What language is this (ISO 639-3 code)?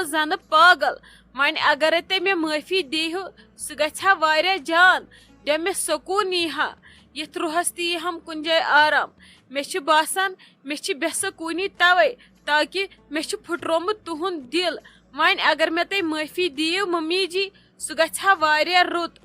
kas